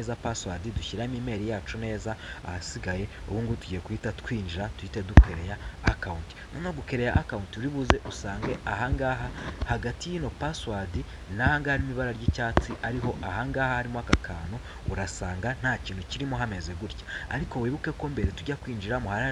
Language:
Kinyarwanda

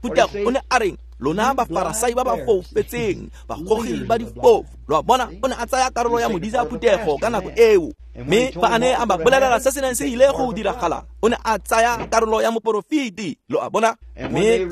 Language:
Tswana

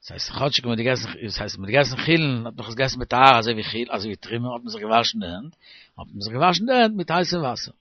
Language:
Yiddish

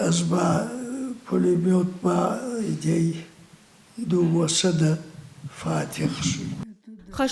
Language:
Ossetic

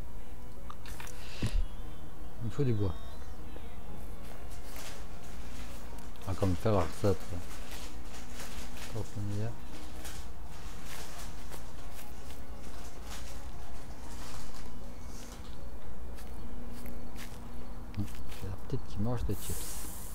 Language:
French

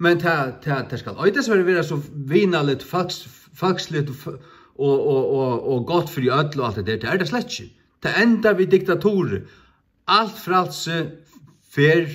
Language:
Faroese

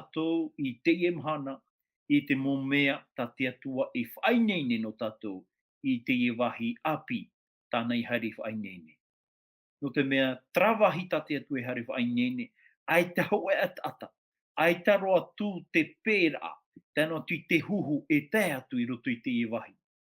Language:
Tahitian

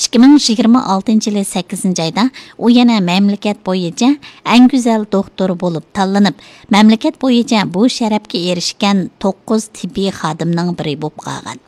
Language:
Uyghur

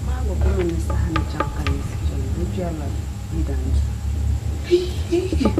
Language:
Dagbani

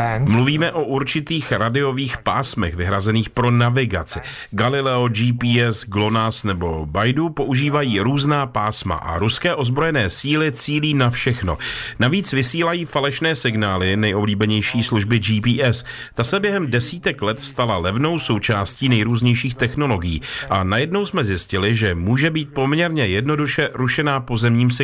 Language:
Czech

